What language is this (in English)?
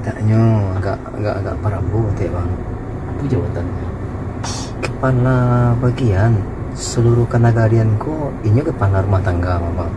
Minangkabau